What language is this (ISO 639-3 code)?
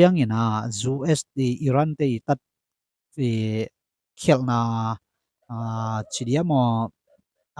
ctd